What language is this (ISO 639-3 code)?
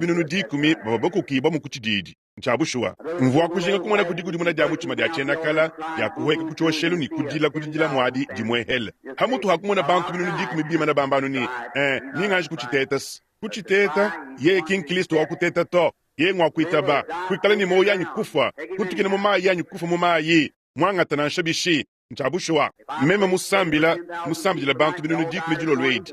lua